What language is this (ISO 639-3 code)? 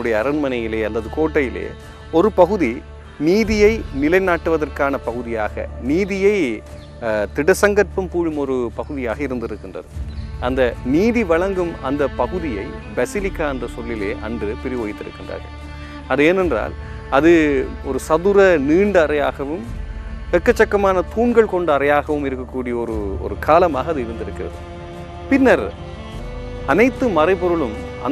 tam